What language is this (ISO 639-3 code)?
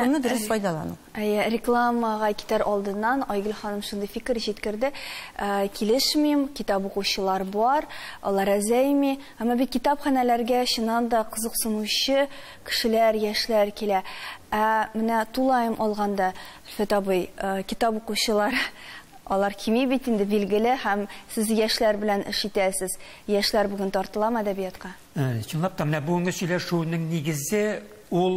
tat